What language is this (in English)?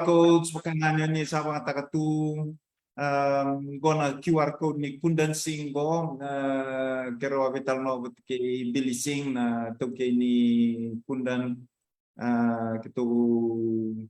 Fijian